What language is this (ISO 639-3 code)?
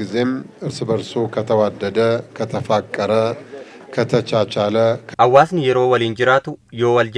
orm